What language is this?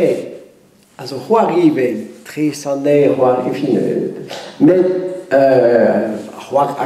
Breton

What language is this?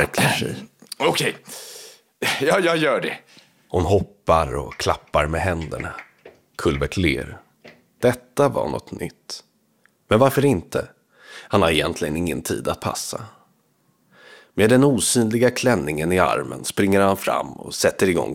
Swedish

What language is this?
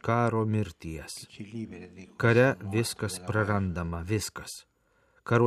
Lithuanian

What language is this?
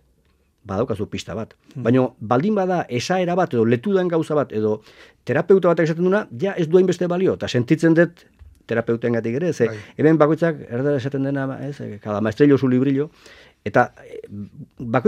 Basque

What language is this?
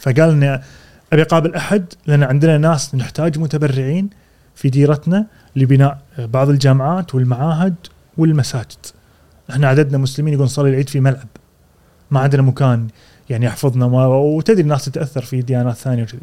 Gulf Arabic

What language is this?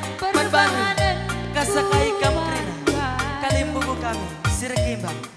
Batak Karo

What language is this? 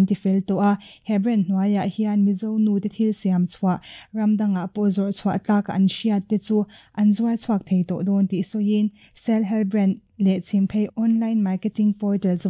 Mizo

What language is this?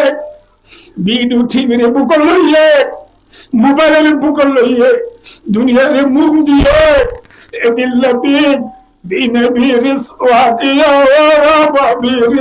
Rohingya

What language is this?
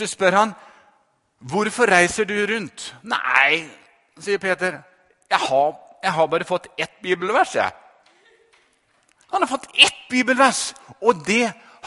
Norwegian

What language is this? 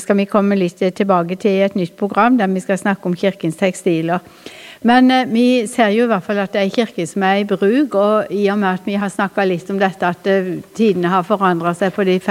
Norwegian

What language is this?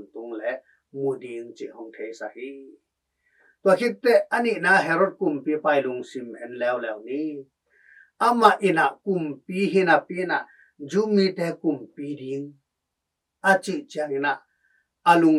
Tedim Chin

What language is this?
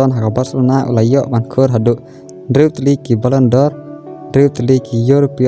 Khasi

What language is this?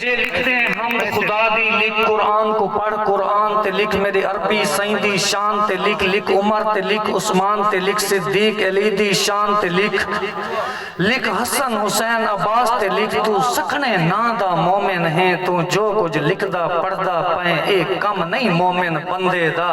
Saraiki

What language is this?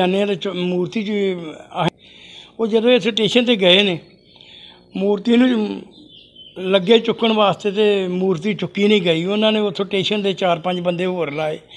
Punjabi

